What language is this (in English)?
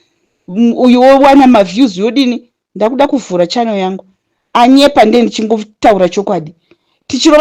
Shona